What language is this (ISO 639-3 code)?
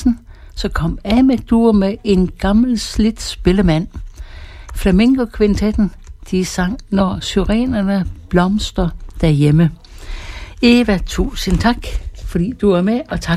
dan